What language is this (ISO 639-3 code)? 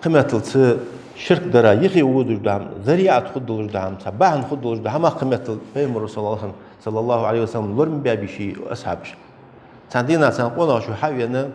inh